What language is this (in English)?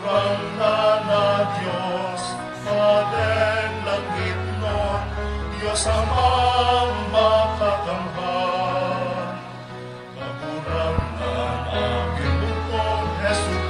Bikol